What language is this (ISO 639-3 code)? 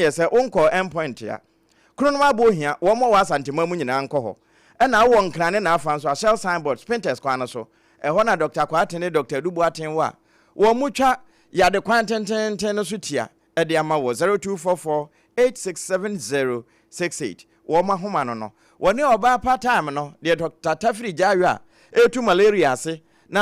aka